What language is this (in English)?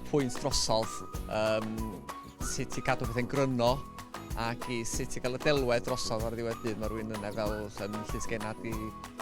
Welsh